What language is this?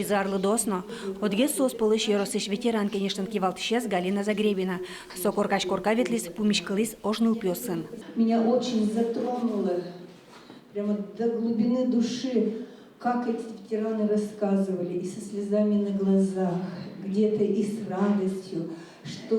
Udmurt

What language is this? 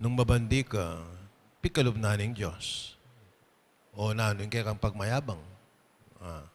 Pampanga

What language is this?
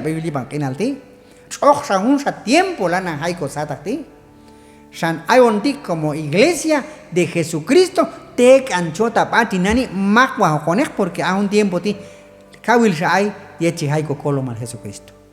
Q'anjob'al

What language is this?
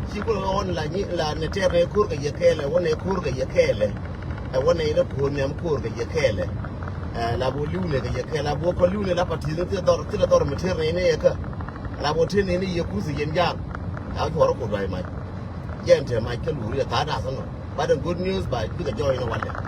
Nuer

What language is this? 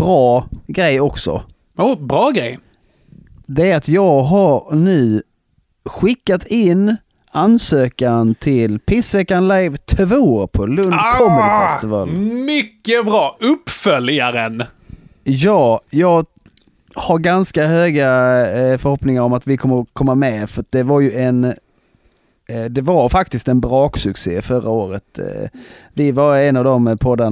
Swedish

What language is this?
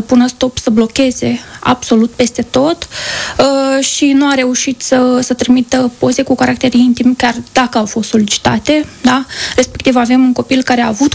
Romanian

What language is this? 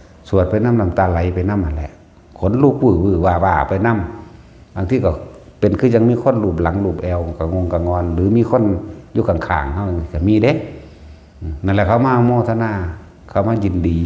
Northeastern Thai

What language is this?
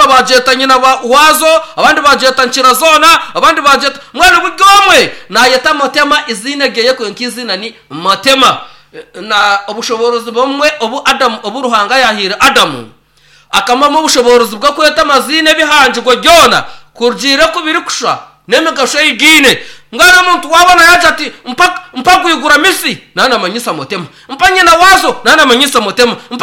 Nyankole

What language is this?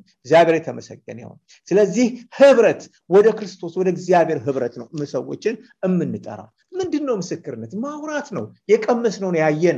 Amharic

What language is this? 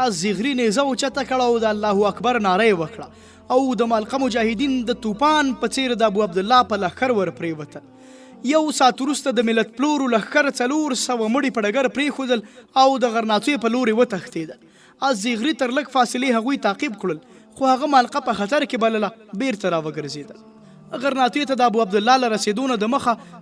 Pashto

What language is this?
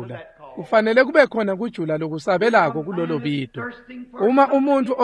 Swati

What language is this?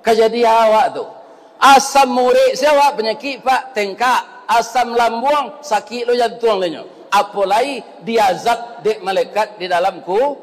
Minangkabau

